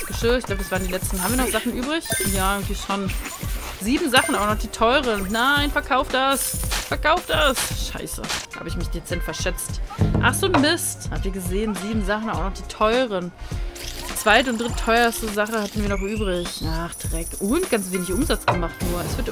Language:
German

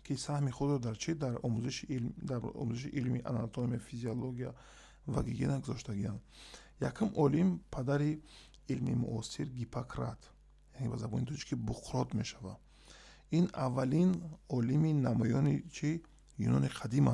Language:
Tajik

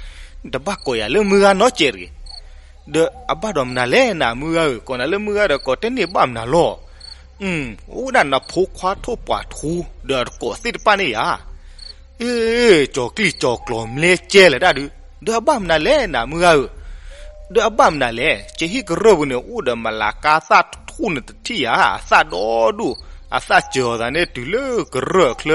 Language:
S'gaw Karen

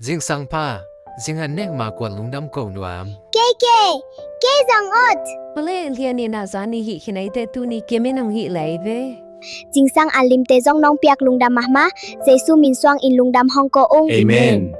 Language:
Tedim Chin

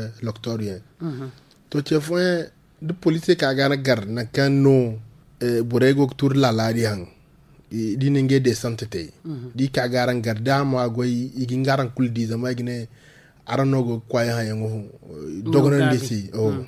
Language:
Zarma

